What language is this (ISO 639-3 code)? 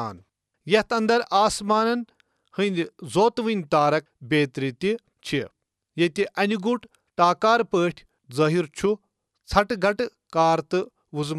kas